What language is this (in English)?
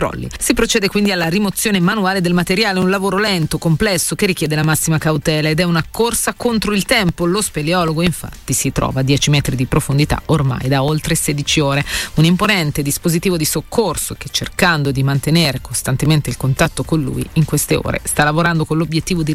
Italian